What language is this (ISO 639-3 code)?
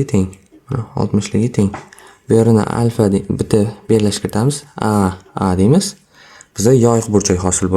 uzb